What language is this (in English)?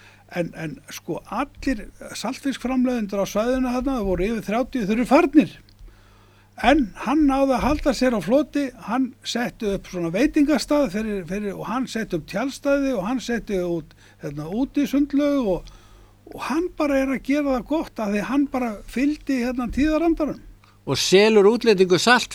Icelandic